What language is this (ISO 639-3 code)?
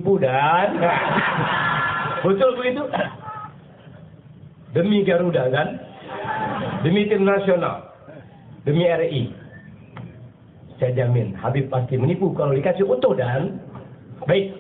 ind